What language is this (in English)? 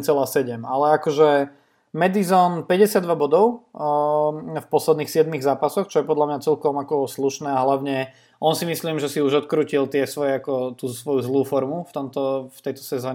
Slovak